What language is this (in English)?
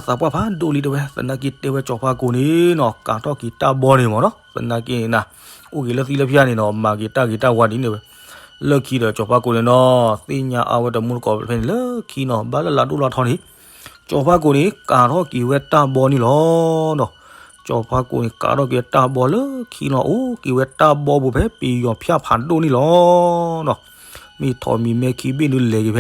S'gaw Karen